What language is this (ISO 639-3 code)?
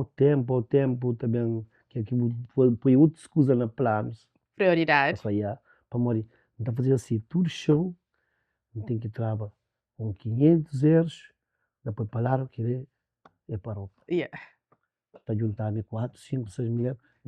kea